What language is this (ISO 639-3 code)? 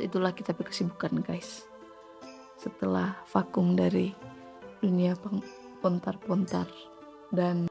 xmm